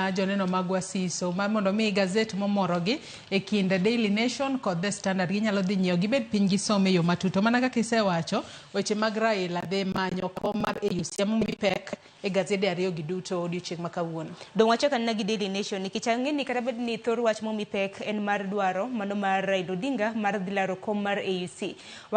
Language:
Luo (Kenya and Tanzania)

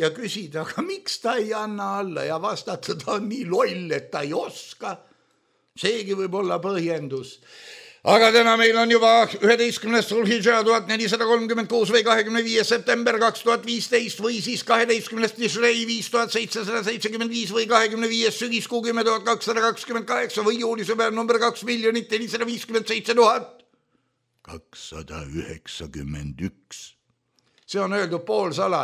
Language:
Estonian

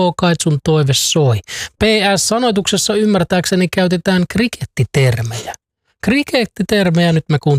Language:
Finnish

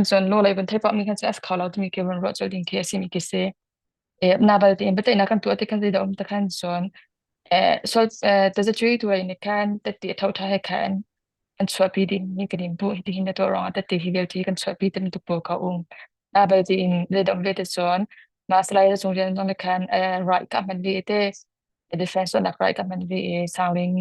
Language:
Hakha Chin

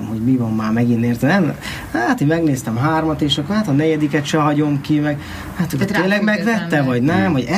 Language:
Hungarian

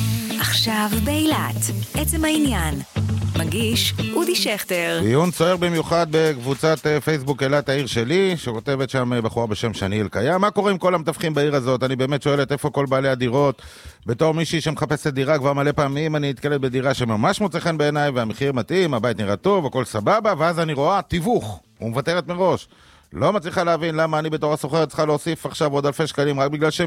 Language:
Hebrew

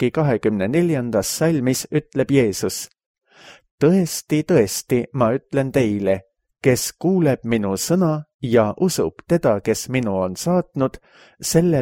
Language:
Estonian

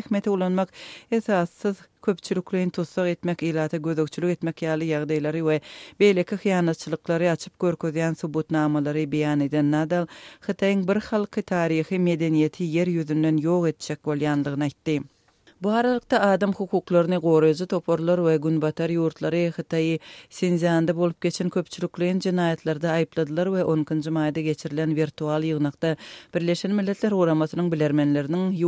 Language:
Turkmen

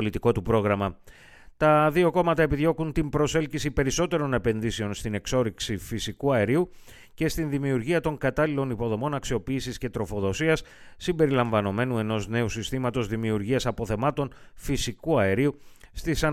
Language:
Greek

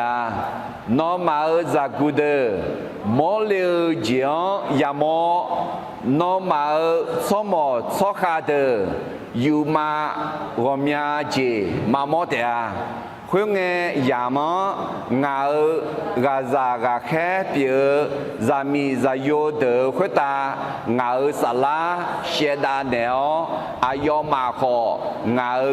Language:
Akha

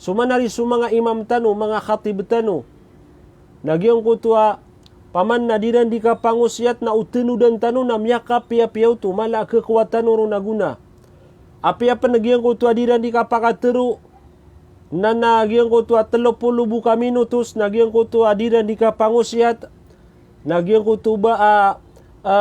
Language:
Maranao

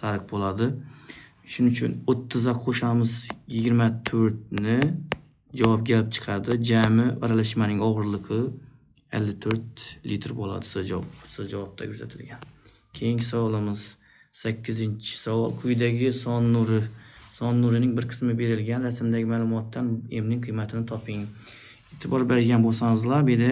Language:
Uzbek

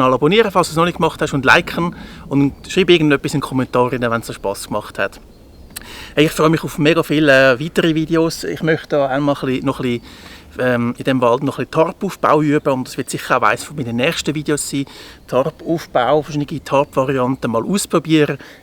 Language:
Swiss German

